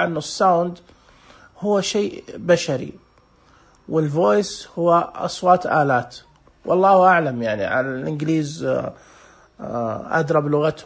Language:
Najdi Arabic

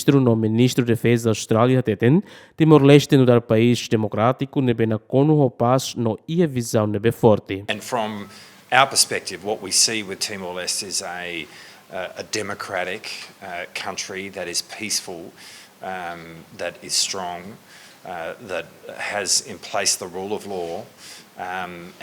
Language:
Tetum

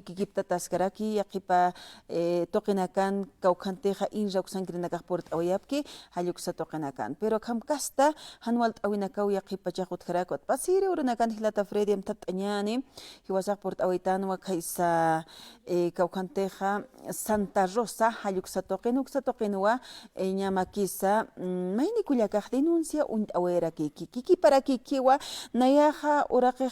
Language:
Aymara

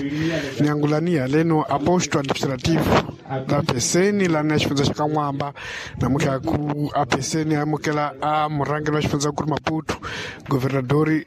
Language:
Tsonga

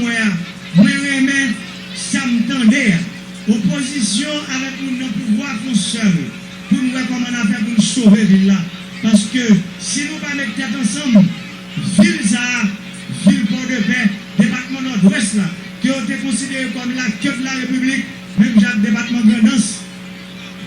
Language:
Haitian Creole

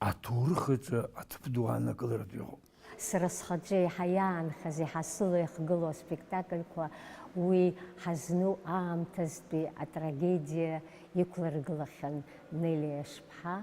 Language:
Abkhazian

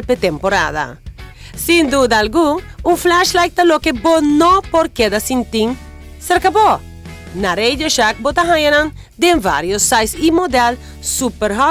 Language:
Papiamento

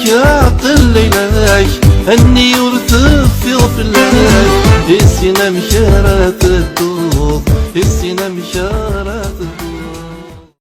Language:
Kabyle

